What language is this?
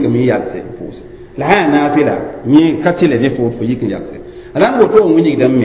Mossi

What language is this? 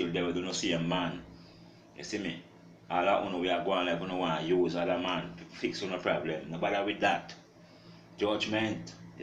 Jamaican Creole English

